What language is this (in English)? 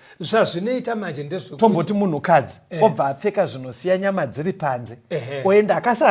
Shona